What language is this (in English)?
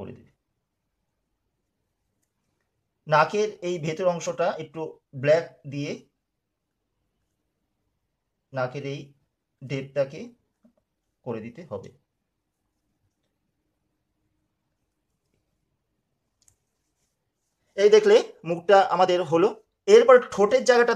Bangla